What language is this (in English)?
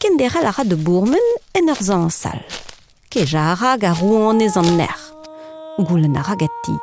Breton